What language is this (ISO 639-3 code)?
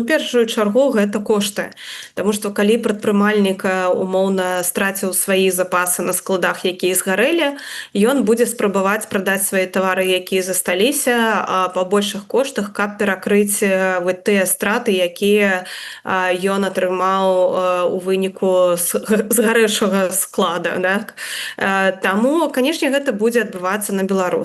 bel